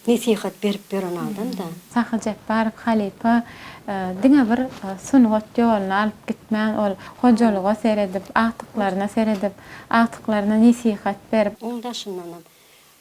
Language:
Turkmen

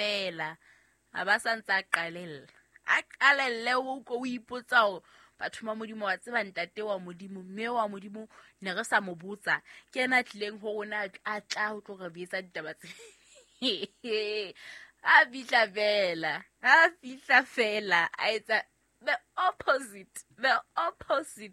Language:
Southern Sotho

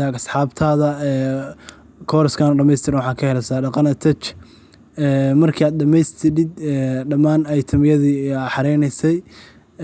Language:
Somali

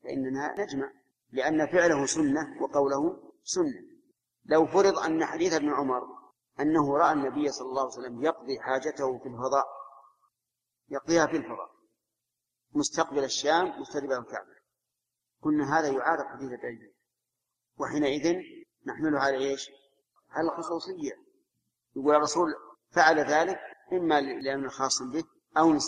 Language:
Arabic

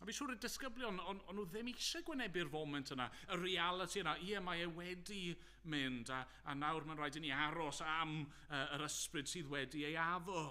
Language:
Welsh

